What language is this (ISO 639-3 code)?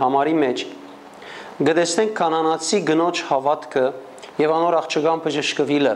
hyw